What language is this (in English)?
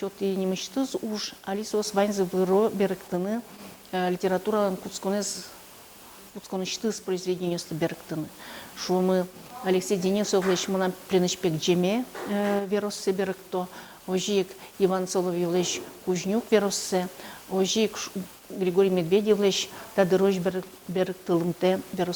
Udmurt